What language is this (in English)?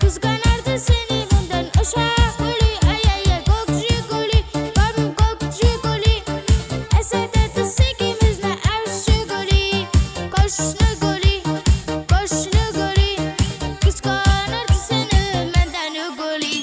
Turkmen